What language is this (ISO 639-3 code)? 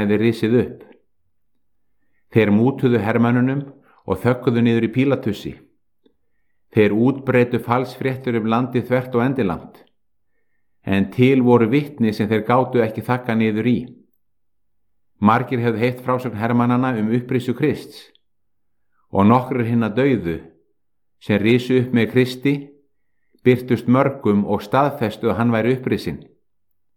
isl